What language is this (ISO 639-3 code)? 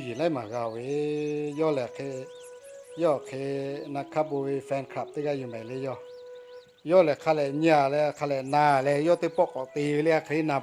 lhu